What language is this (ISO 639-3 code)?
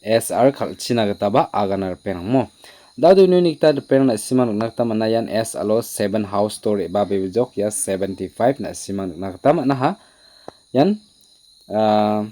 grt